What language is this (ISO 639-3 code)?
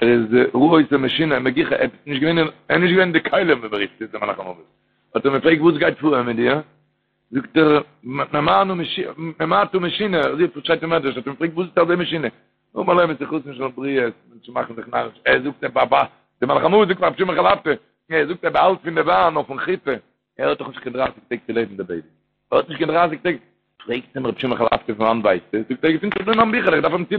yid